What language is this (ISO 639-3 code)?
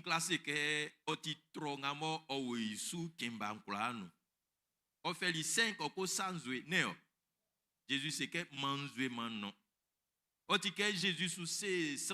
bci